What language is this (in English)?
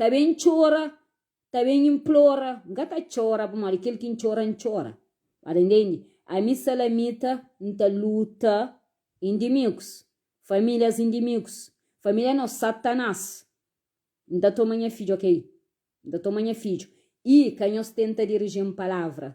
Kabuverdianu